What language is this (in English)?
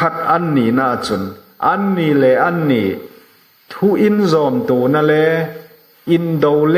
Hmar